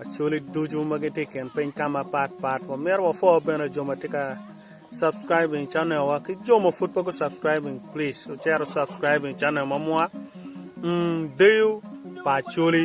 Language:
Acoli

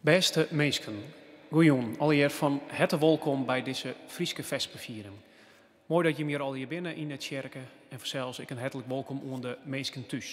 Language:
Western Frisian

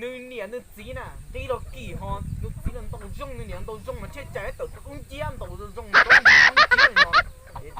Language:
Hmong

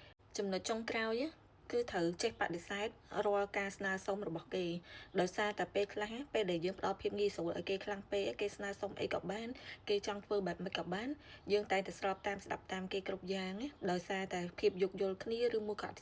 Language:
Khmer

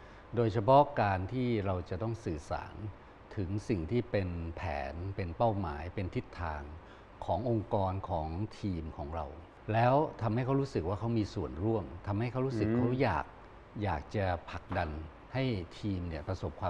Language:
Thai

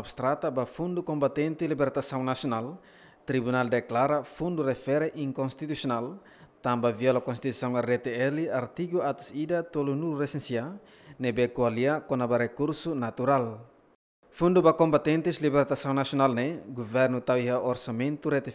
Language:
Tetum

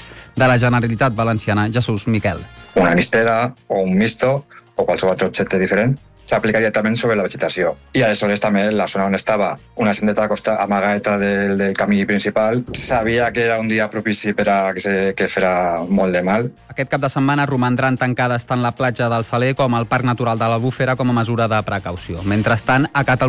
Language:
Catalan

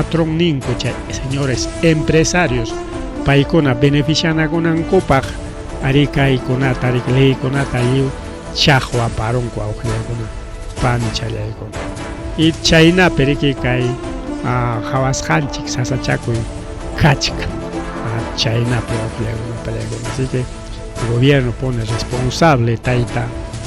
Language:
Ayacucho Quechua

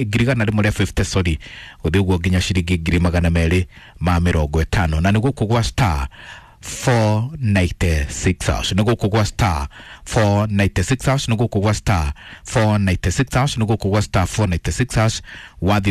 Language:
Kikuyu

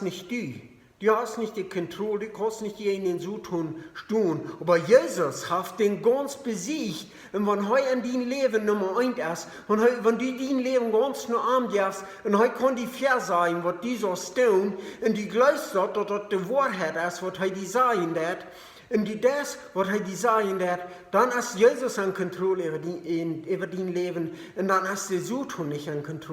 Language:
Plautdietsch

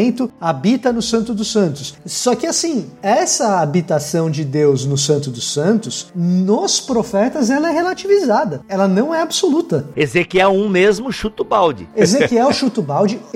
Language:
Portuguese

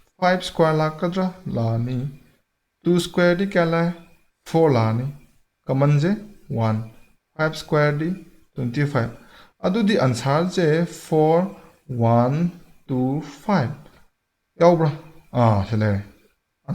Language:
Manipuri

